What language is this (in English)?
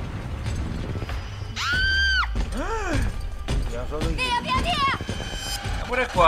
Italian